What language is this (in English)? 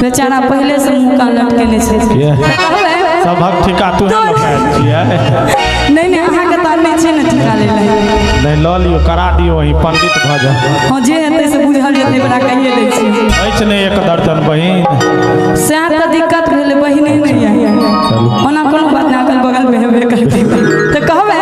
Maithili